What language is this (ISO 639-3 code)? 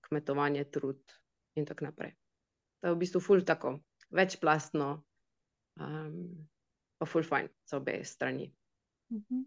slv